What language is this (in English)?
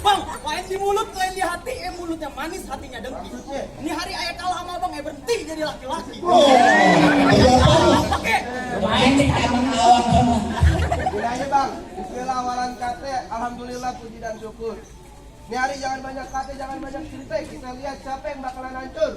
Betawi